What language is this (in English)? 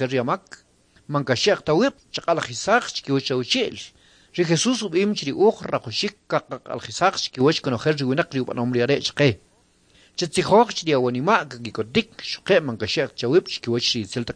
Kʼicheʼ